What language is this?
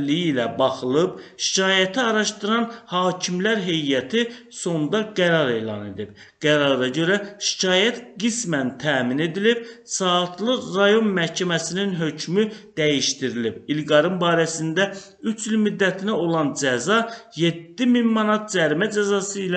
Azerbaijani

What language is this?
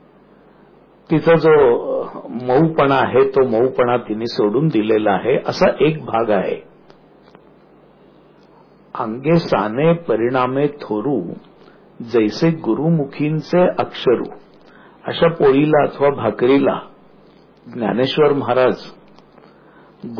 Marathi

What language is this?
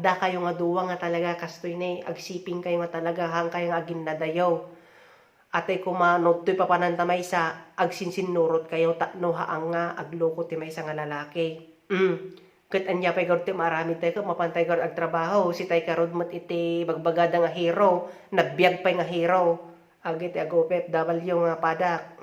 Iloko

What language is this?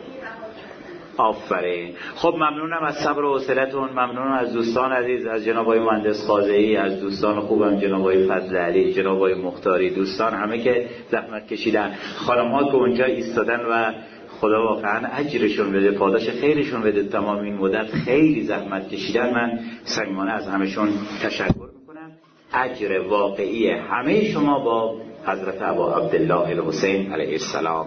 Persian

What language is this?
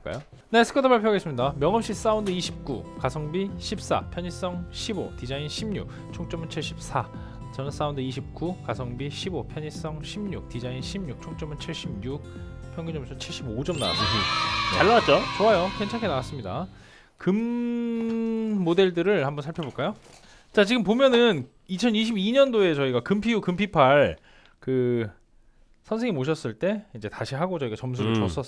Korean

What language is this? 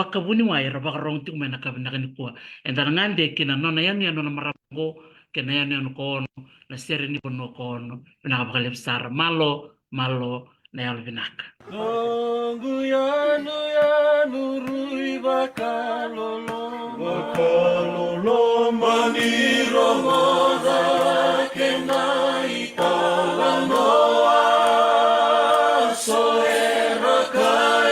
Fijian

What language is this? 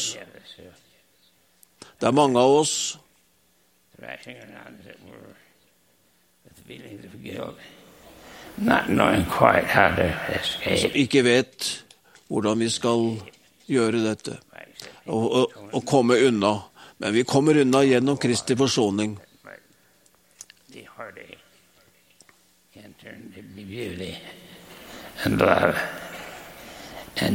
Norwegian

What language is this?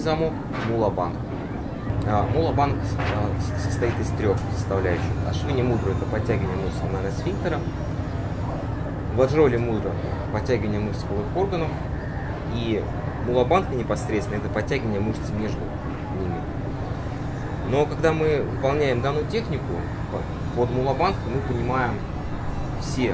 Russian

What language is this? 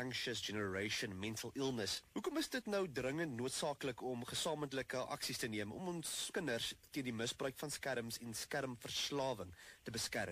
Afrikaans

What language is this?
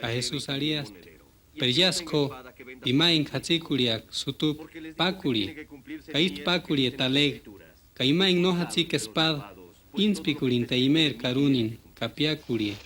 Purepecha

